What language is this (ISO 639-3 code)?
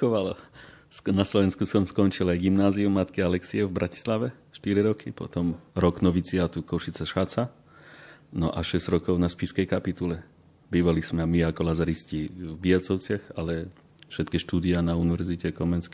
slk